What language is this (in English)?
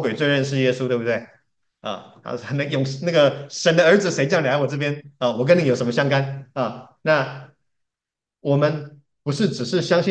Chinese